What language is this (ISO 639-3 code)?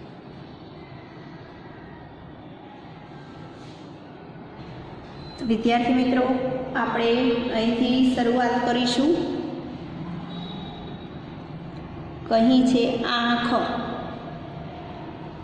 guj